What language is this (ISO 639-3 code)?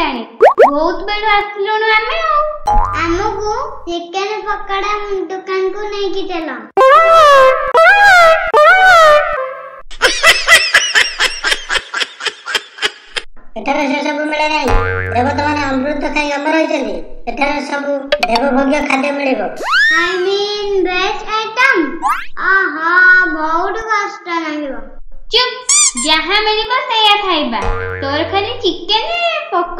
ori